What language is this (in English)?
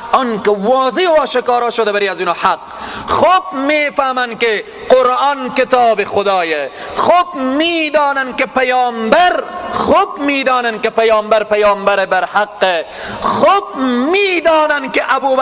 Persian